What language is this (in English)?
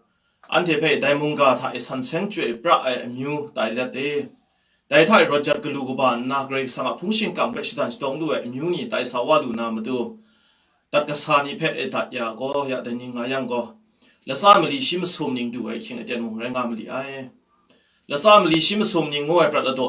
Kachin